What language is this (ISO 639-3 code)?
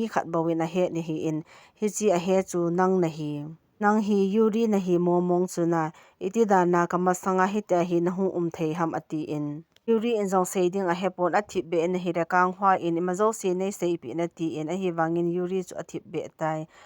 tcz